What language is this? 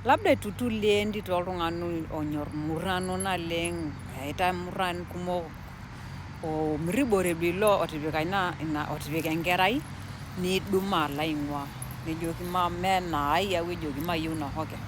Masai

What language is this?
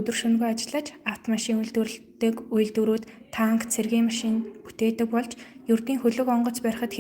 Mongolian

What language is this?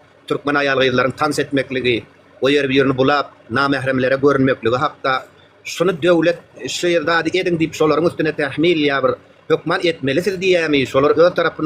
Turkmen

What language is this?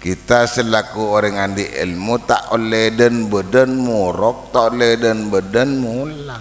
Madurese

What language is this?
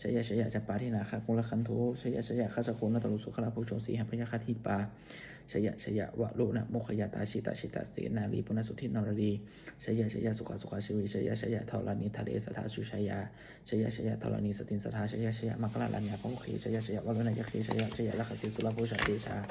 Pali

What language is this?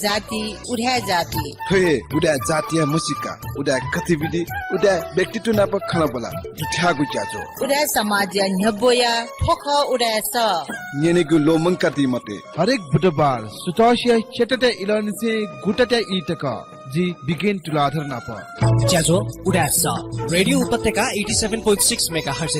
Newari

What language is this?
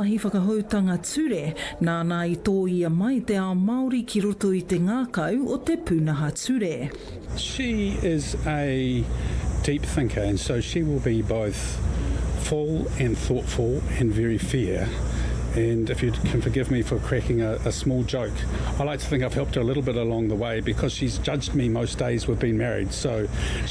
Māori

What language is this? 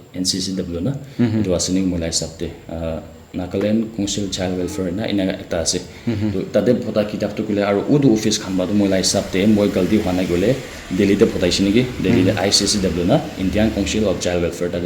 Naga Pidgin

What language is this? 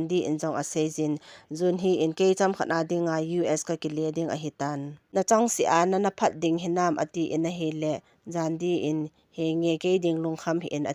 Thado Chin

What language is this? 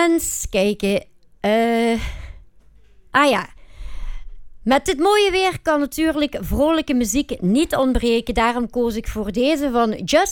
Dutch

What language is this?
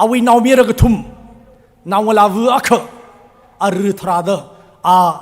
Tangkhul Naga (India)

